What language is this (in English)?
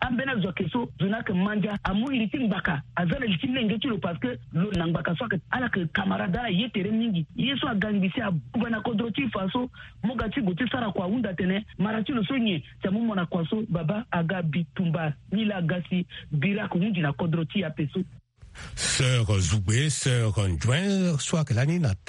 Sango